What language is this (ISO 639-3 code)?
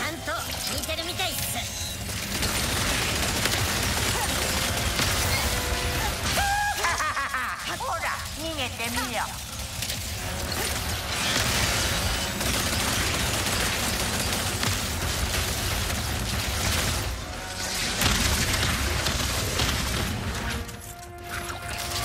jpn